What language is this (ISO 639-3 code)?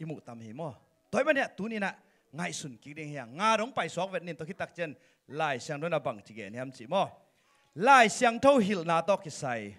ctd